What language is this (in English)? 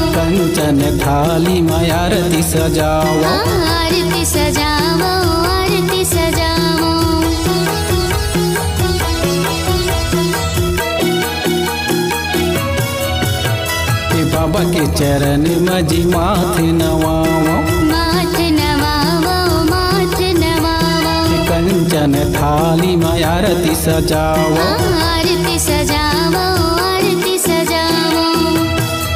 Chhattisgarhi